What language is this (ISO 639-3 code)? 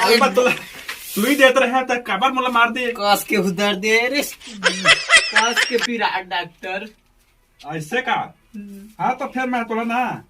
hne